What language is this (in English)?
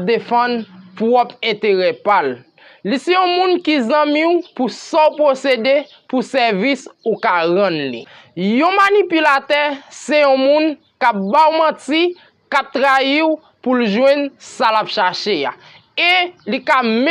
Haitian Creole